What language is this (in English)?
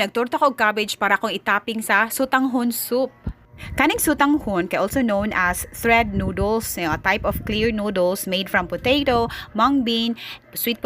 Cebuano